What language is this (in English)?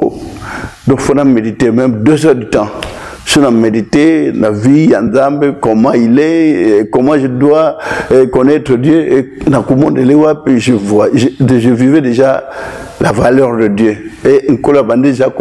Lingala